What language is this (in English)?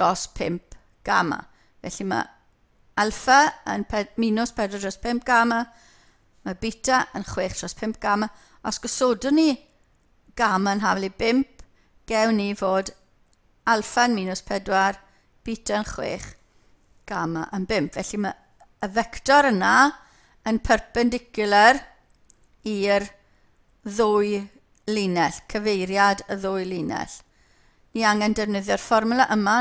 Welsh